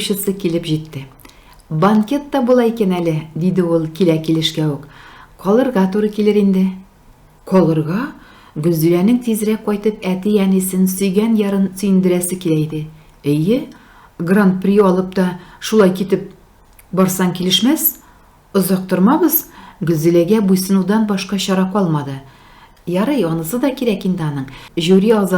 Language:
Tatar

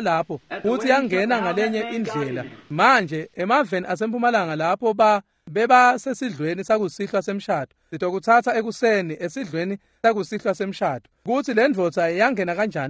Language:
Swati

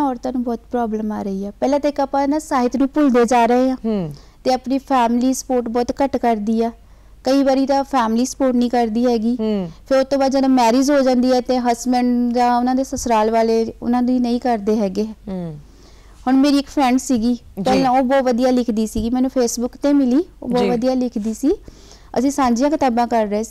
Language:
Punjabi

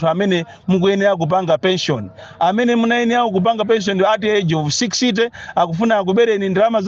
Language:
Nyanja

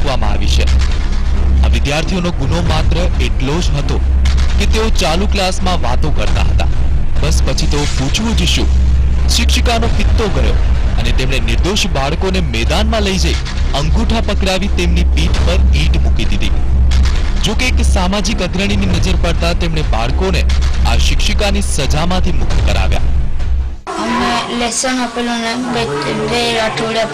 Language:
Gujarati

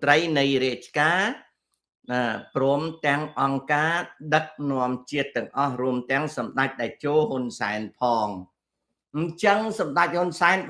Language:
Khmer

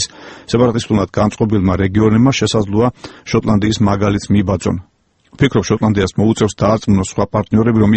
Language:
Georgian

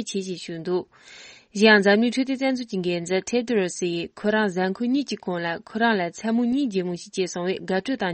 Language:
Tibetan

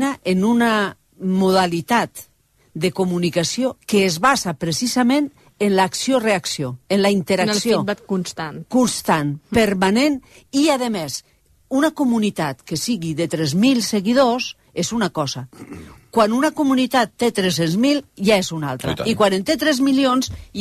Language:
Catalan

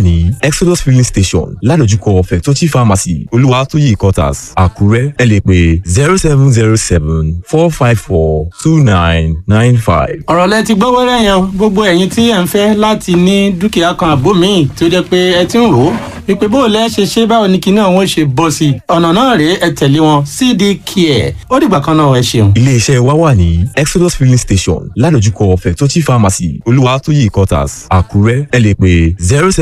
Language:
Yoruba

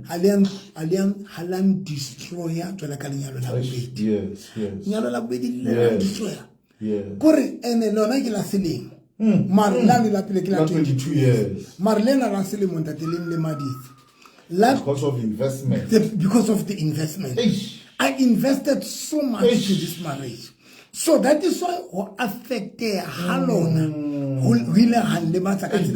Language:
Southern Sotho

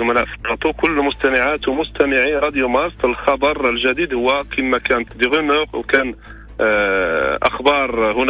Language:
Moroccan Arabic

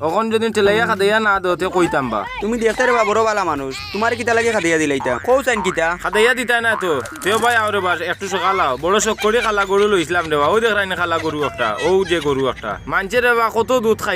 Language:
Sylheti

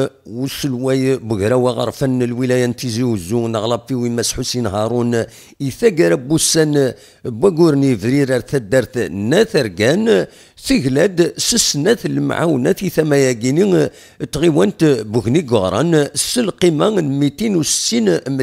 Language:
Kabyle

